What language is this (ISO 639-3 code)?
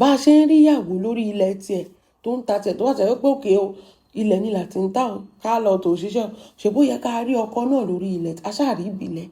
yor